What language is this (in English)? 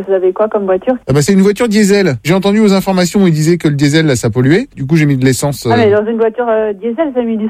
French